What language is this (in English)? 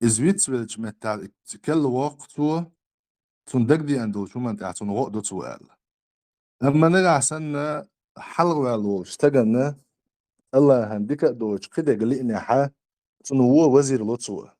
Chechen